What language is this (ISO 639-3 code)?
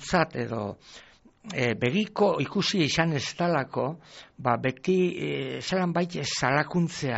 eus